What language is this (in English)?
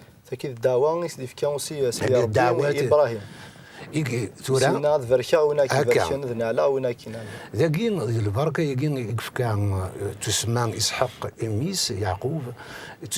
Kabyle